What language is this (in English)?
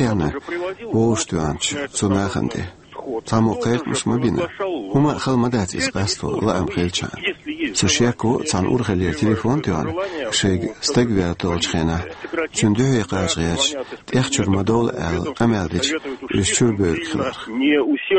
Chechen